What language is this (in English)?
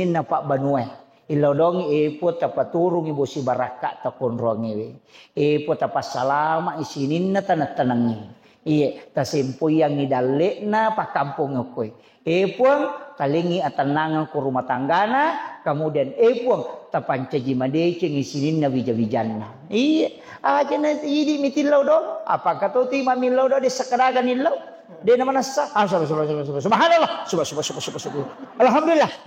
Buginese